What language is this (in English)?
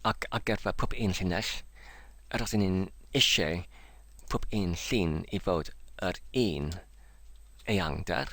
Welsh